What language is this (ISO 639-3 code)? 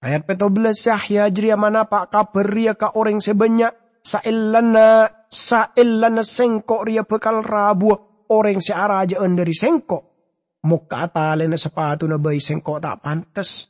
mad